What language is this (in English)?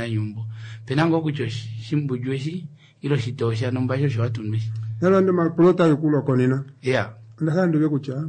Kuanyama